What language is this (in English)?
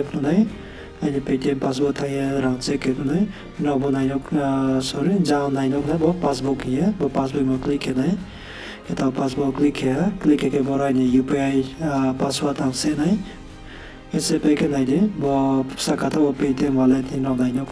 Riang (India)